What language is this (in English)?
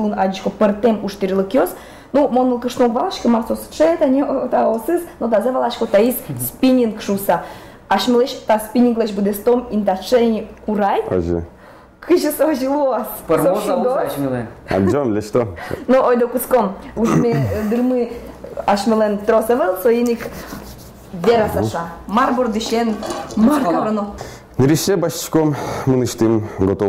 Udmurt